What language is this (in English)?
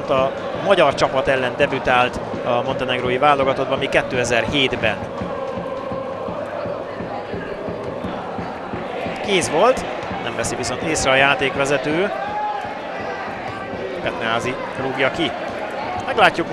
Hungarian